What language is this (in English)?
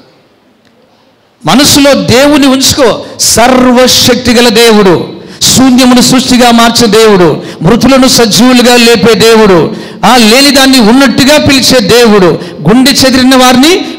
Telugu